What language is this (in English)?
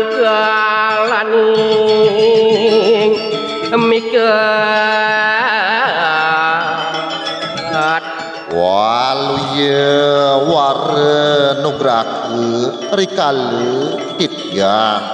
Balinese